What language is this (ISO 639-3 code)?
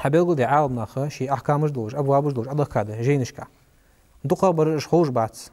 inh